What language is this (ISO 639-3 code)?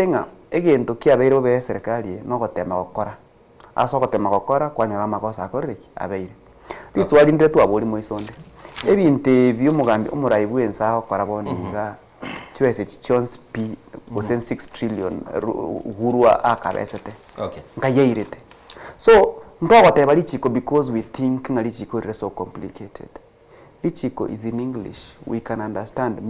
guz